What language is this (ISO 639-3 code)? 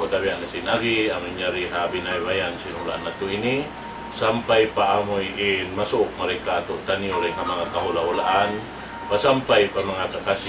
tsg